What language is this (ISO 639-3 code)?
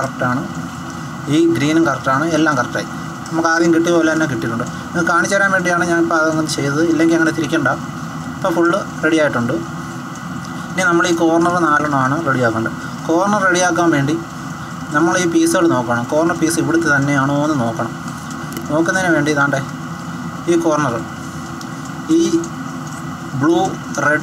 mal